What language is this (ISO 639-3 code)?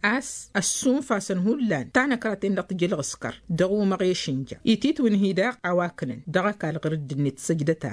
taq